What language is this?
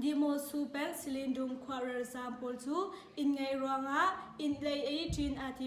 Hakha Chin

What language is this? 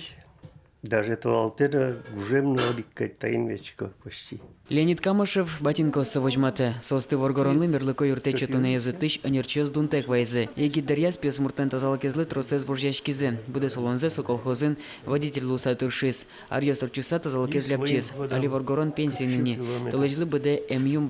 Udmurt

